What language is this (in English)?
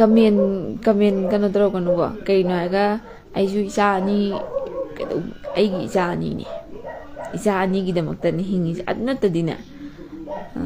Manipuri